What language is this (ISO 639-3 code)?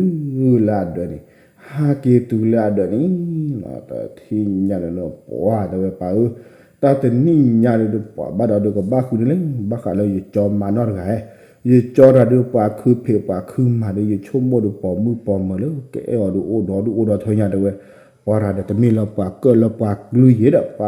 ksw